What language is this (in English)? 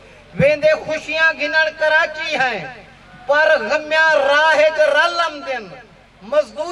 Saraiki